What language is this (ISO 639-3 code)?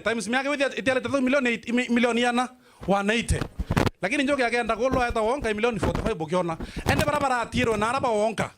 mer